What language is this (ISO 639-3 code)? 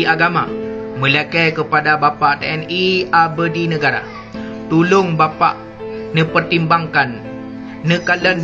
ace